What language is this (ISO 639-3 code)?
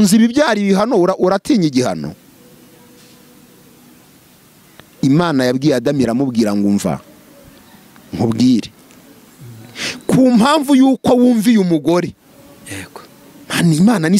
kin